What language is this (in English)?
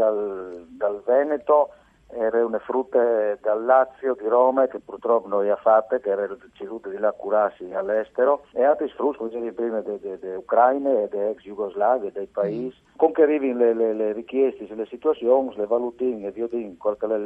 Friulian